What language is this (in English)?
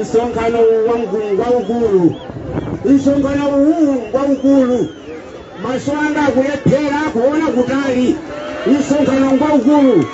Nyanja